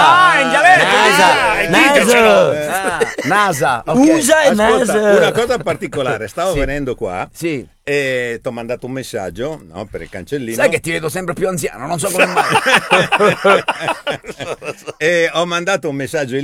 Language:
Italian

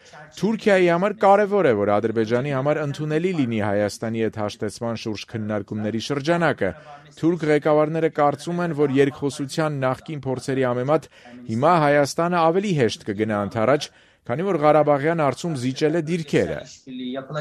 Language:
Armenian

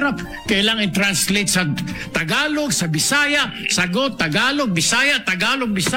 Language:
Filipino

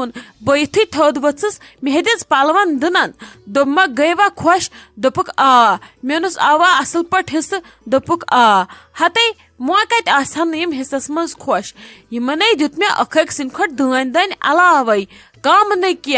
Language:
Kashmiri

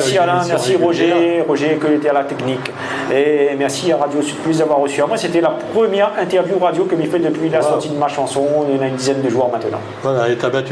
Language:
Réunion Creole French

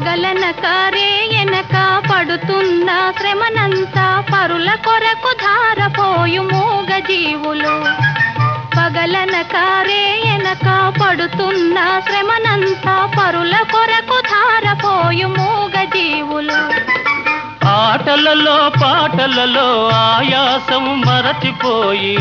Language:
Telugu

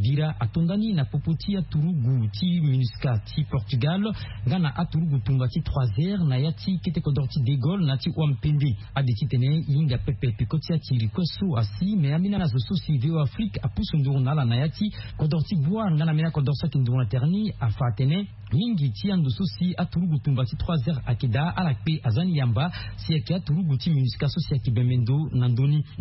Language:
Sango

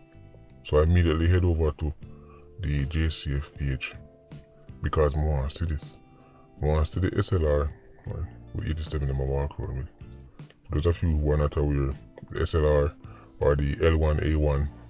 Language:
Jamaican Creole English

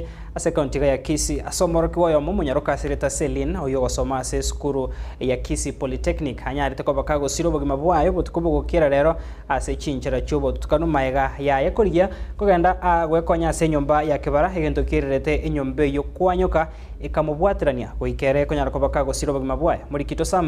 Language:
Gusii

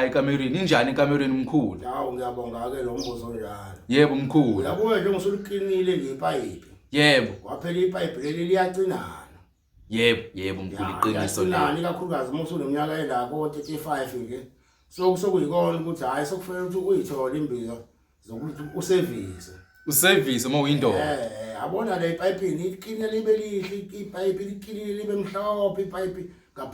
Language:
Zulu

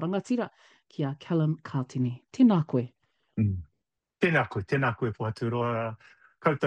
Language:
Māori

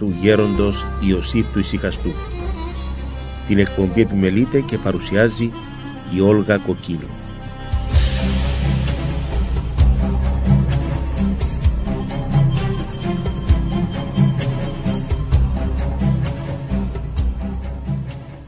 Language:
Greek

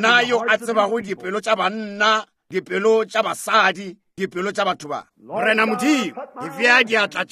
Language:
Northern Sotho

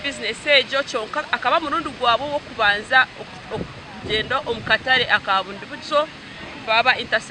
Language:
Nyankole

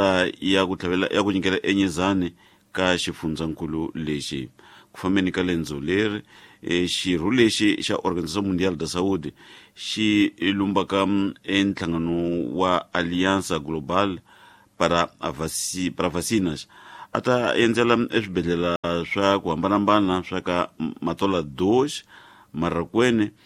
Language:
Tsonga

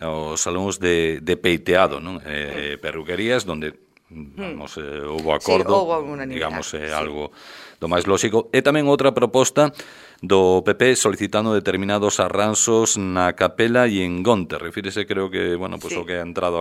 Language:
Galician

